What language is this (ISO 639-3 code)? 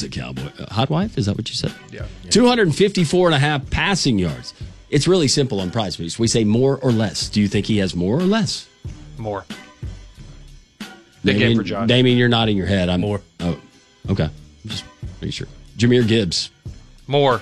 eng